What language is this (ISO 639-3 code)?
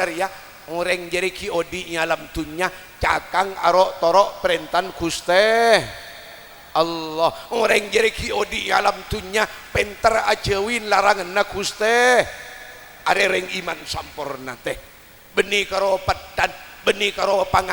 mad